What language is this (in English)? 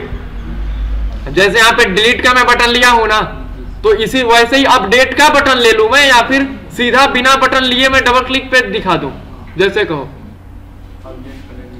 Hindi